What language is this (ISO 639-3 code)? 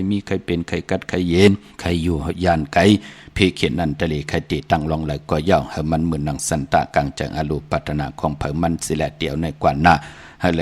shn